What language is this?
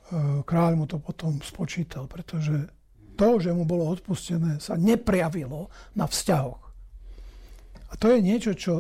Slovak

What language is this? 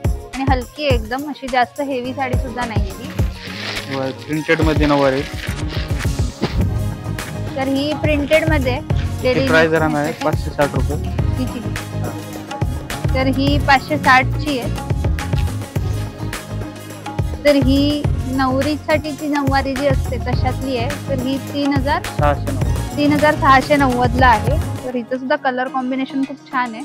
Marathi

